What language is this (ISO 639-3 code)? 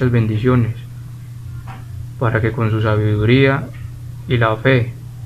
spa